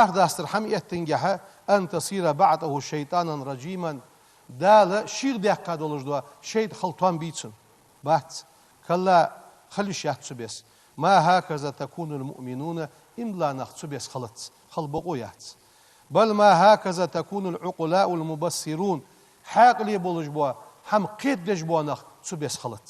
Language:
Ingush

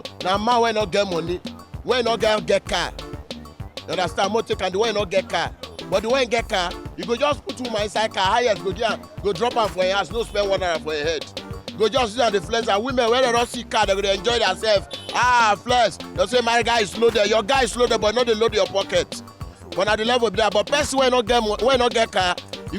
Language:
Nigerian Pidgin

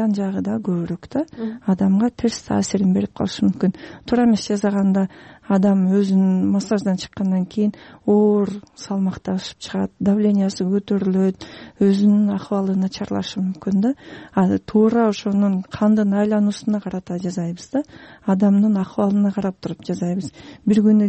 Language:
Kyrgyz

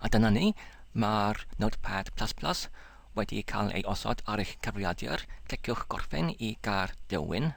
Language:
Welsh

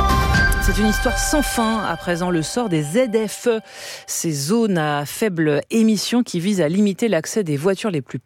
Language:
French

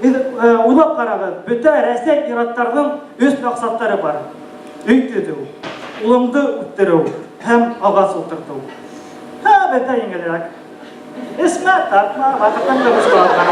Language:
Bashkir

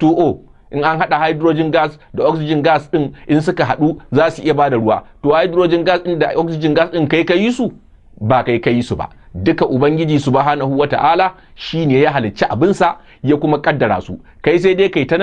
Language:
Hausa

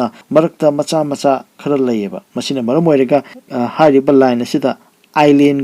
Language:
Manipuri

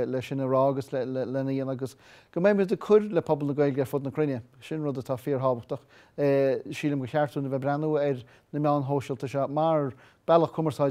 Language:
Irish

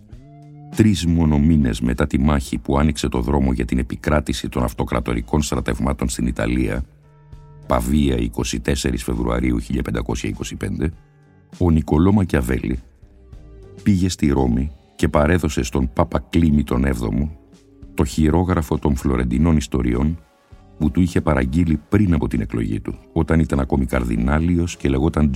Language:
Greek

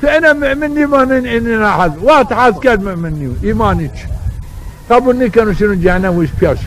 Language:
Zaza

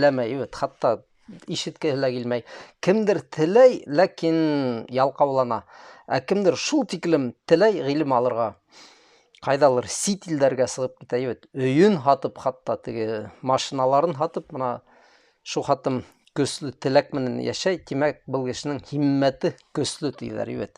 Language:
Bashkir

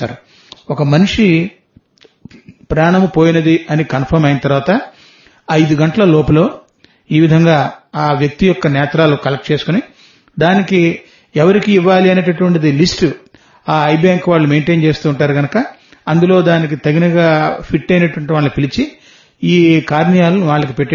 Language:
Telugu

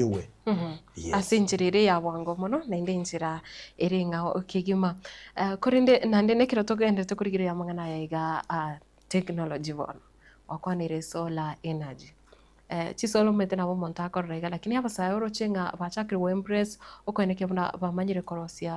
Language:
Gusii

